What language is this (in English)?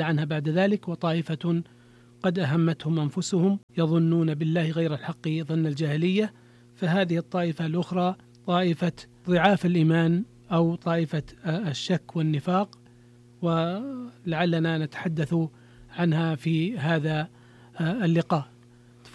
Arabic